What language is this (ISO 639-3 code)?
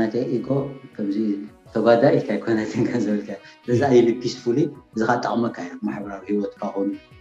tir